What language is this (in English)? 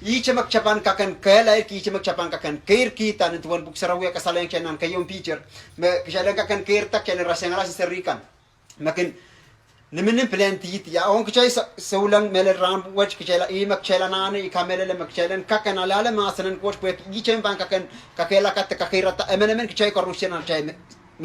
Pohnpeian